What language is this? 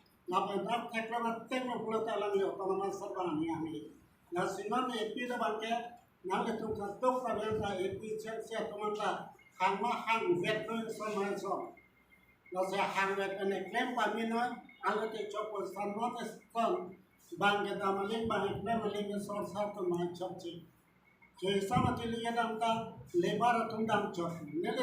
Karbi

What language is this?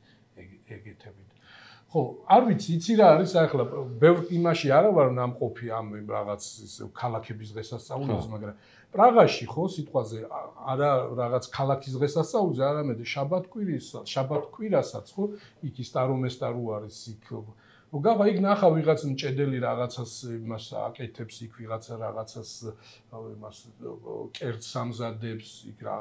Georgian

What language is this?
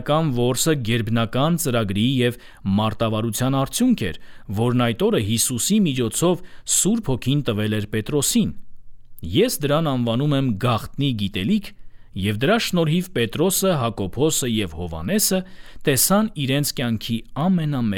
Armenian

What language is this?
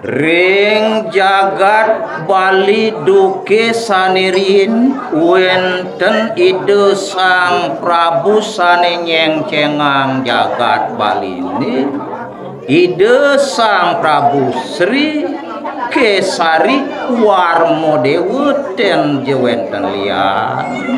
Balinese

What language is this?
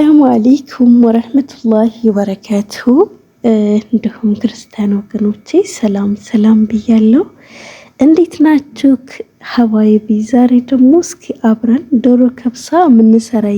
Amharic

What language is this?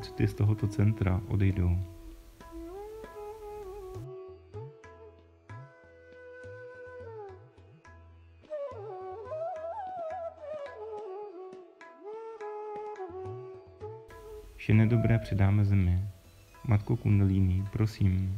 Czech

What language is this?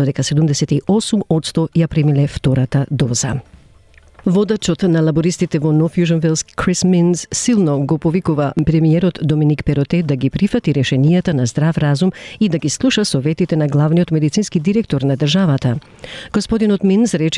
Macedonian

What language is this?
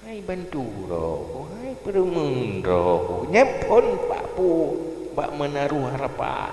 Achinese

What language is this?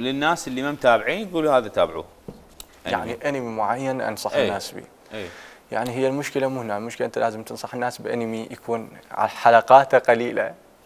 Mesopotamian Arabic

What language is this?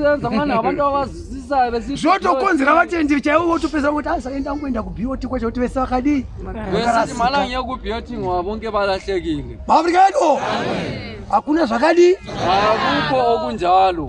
Shona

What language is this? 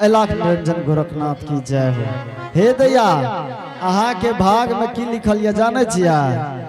Angika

